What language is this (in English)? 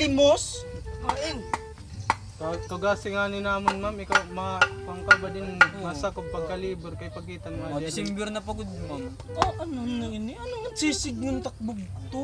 Waray